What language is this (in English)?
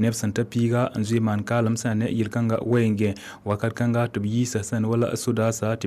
Mossi